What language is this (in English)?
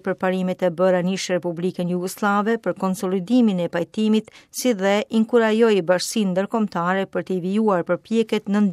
Albanian